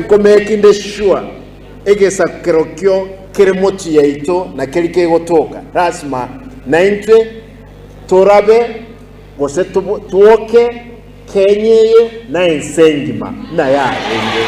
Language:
Gusii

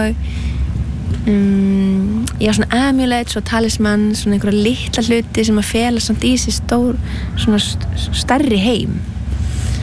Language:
Icelandic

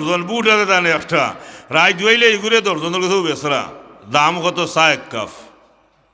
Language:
Sylheti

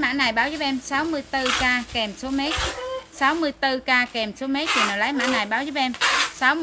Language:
Vietnamese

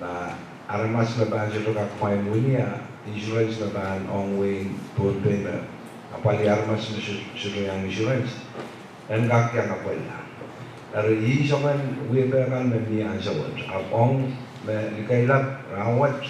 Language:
Pohnpeian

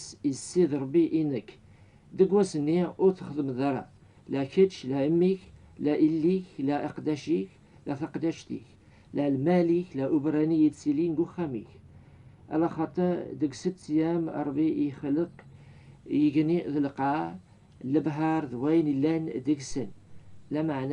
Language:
Kabyle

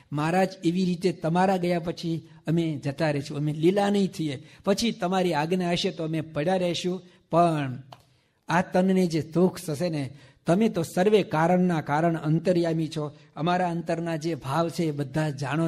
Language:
Gujarati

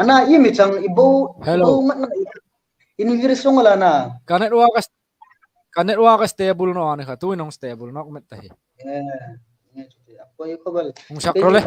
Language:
Hmar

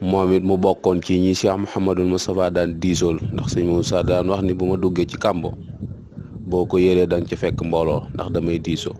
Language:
Wolof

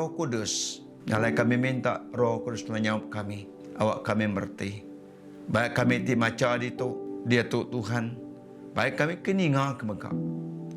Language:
Iban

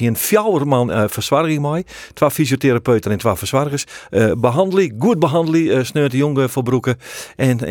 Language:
Western Frisian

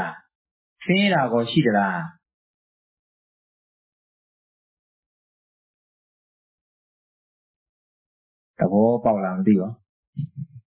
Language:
Burmese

